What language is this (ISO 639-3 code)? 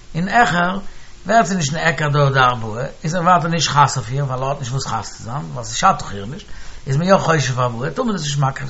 yid